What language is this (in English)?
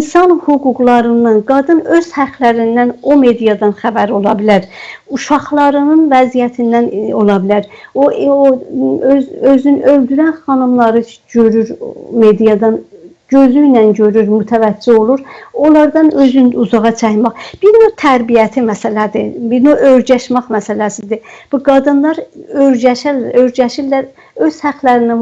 South Azerbaijani